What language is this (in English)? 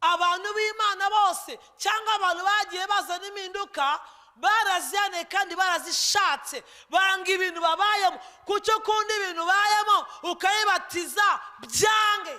Kinyarwanda